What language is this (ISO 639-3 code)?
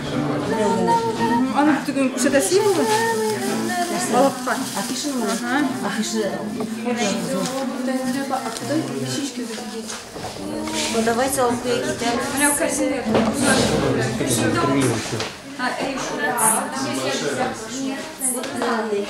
kaz